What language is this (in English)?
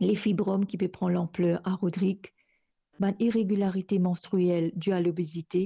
Morisyen